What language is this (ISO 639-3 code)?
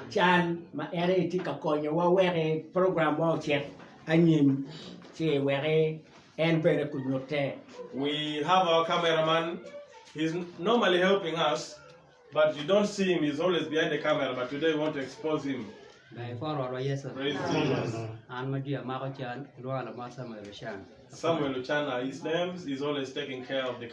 ach